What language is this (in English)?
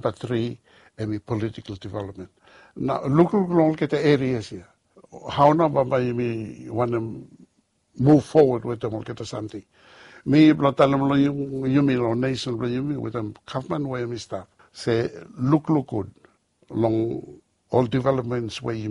Bislama